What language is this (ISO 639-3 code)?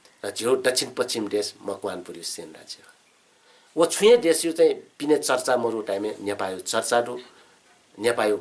new